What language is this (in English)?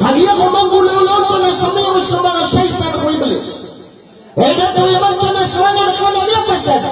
Maranao